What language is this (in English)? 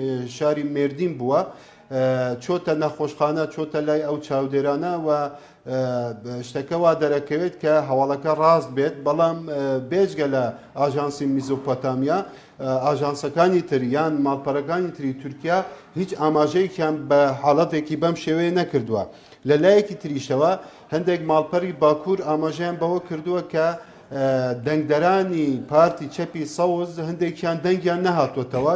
Central Kurdish